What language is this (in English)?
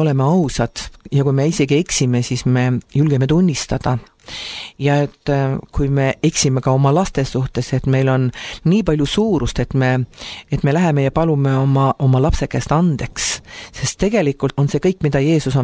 Estonian